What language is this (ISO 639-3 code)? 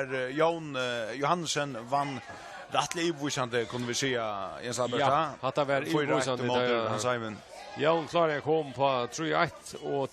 fao